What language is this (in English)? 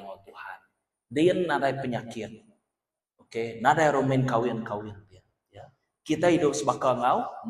Iban